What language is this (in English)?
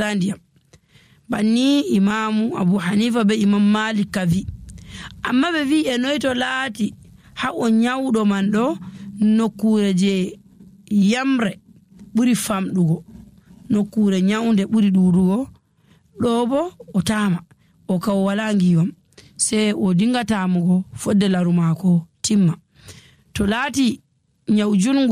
Nigerian Fulfulde